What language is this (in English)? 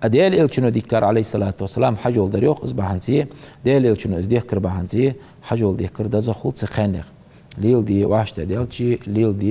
Ingush